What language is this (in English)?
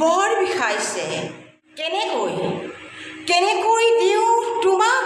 Assamese